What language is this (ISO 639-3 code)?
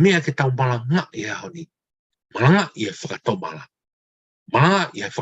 ton